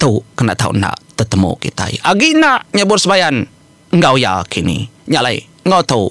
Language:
Iban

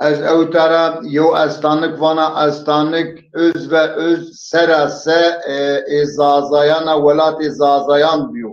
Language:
Zaza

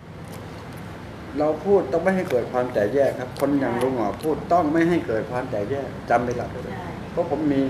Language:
Thai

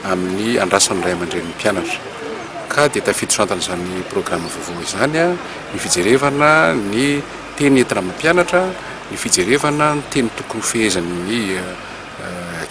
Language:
Malagasy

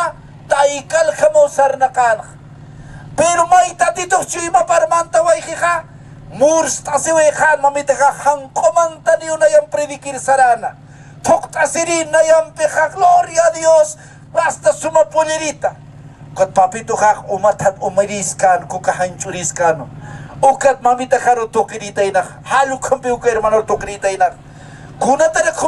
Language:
Aymara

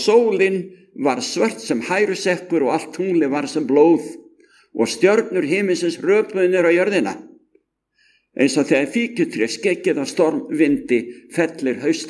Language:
Icelandic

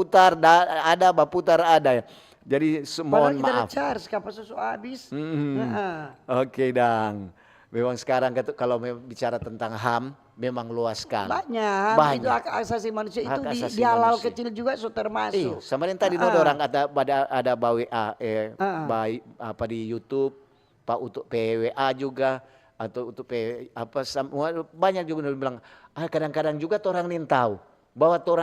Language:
Manado Malay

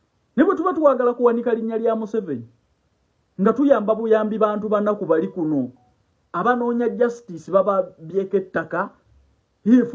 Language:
Ganda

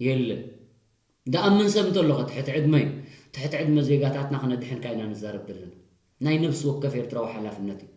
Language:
Tigrinya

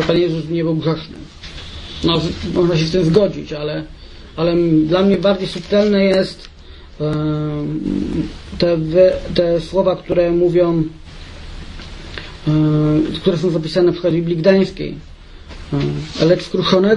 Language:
Polish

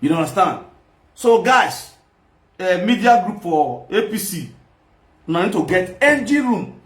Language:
Nigerian Pidgin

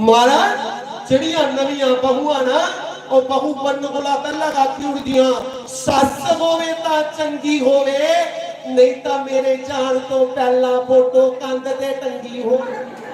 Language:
Dogri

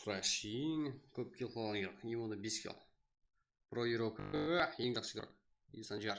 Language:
Kara-Kalpak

